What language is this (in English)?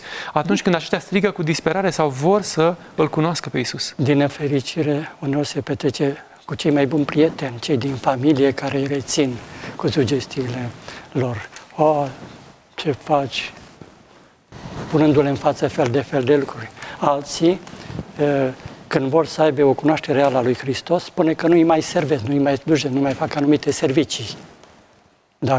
Romanian